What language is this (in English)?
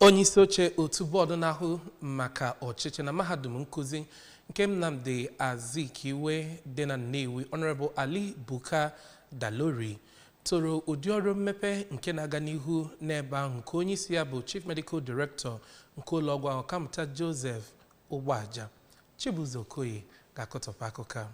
Igbo